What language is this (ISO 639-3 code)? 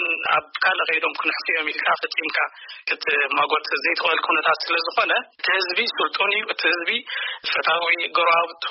tir